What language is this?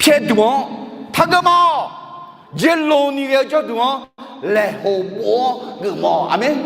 Akha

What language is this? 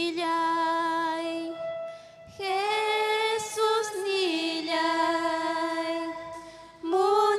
Ayacucho Quechua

